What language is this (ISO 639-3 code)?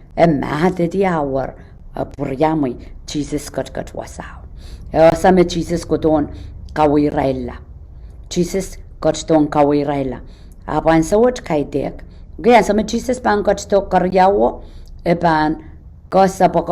pon